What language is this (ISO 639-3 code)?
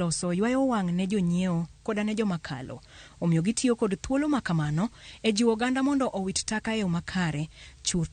luo